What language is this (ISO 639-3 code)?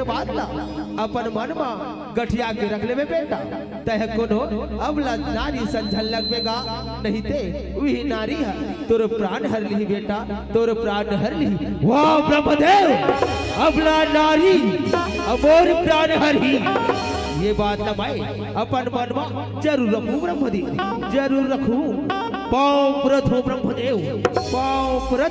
hne